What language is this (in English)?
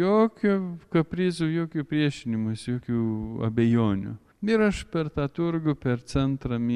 Lithuanian